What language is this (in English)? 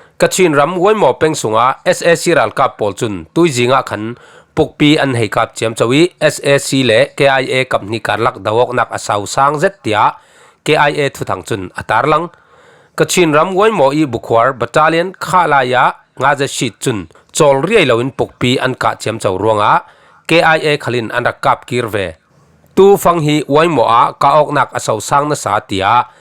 Falam Chin